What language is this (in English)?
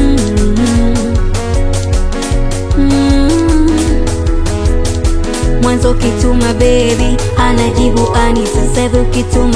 Swahili